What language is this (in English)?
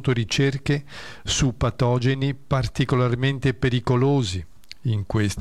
Italian